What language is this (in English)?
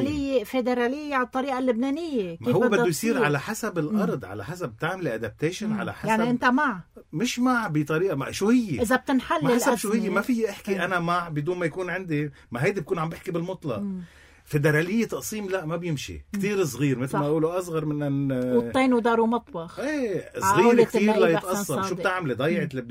North Levantine Arabic